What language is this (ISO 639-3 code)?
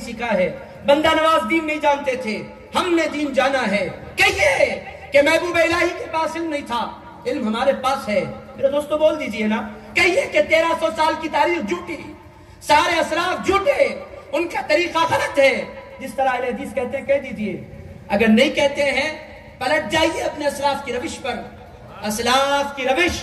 urd